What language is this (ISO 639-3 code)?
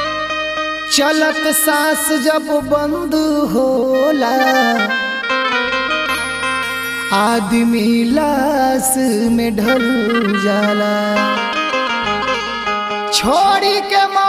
bho